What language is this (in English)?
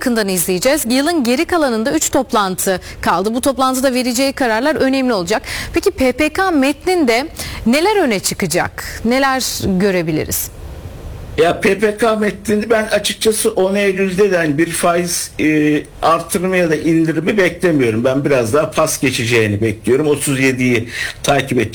Turkish